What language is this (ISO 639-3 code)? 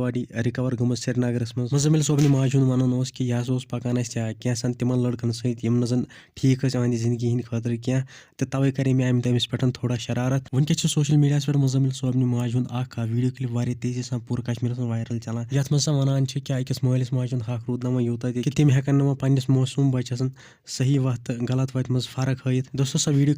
kas